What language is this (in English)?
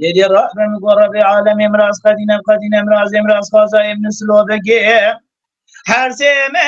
Kurdish